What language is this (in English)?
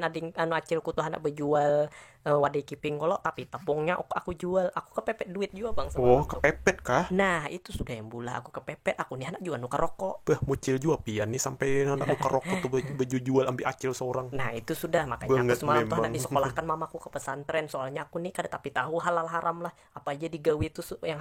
Banjar